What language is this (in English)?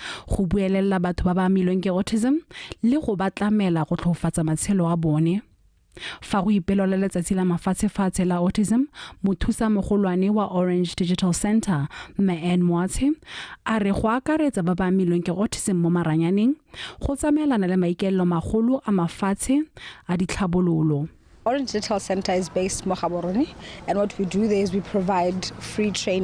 Tswana